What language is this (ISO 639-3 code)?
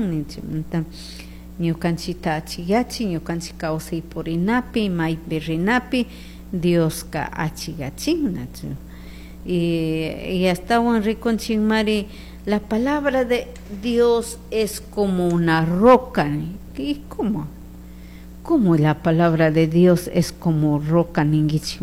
qug